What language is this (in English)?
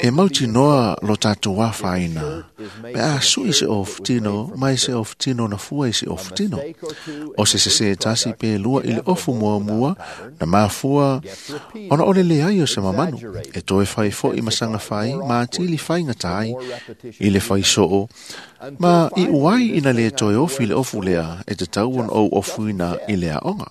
Samoan